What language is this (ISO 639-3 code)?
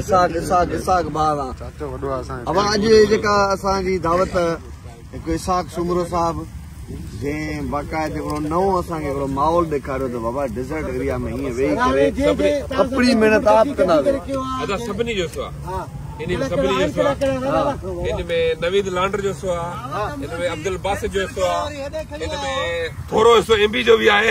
snd